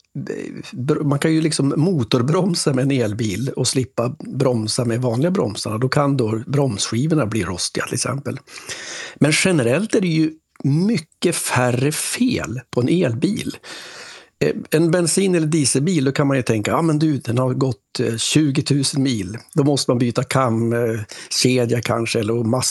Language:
Swedish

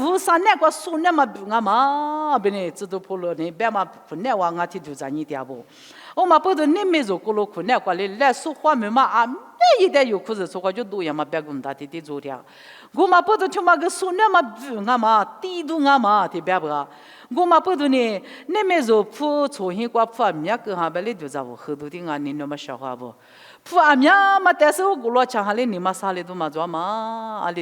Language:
Lisu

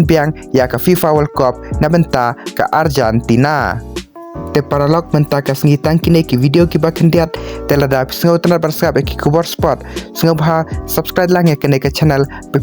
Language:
Khasi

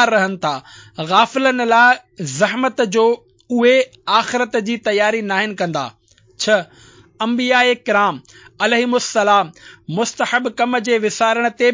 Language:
Sindhi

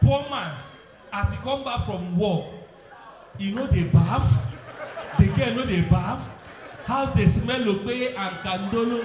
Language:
Nigerian Pidgin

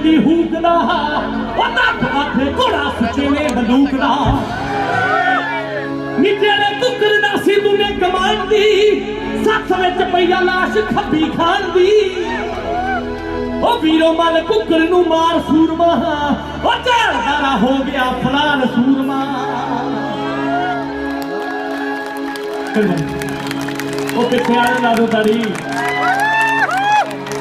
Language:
Punjabi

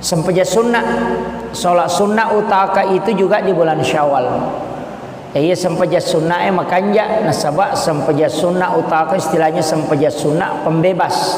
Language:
Buginese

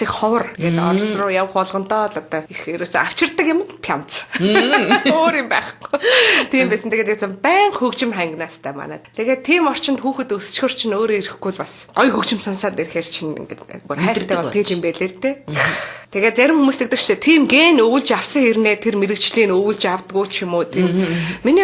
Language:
Mongolian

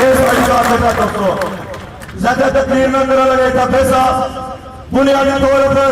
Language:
Pahari-Potwari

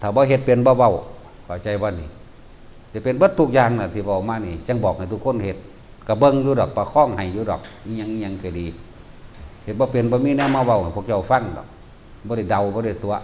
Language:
Northeastern Thai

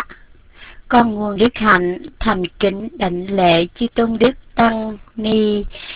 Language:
Vietnamese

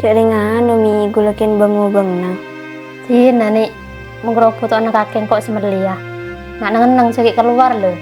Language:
Madurese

